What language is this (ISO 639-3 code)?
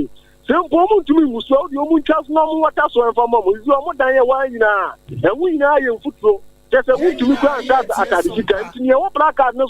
aka